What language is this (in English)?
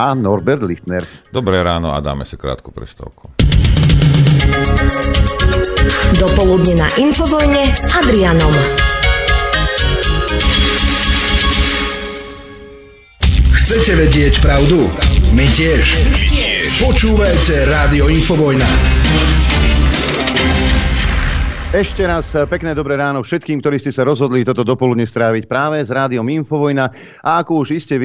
Slovak